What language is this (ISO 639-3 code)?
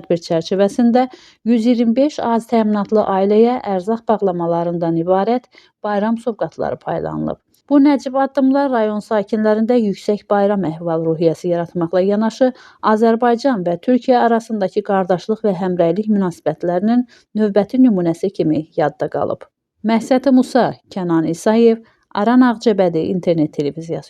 aze